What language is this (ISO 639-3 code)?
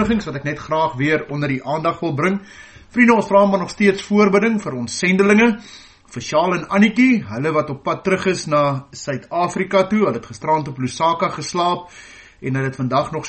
afr